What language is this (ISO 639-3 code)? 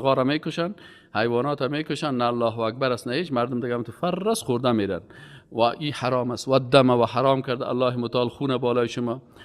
fas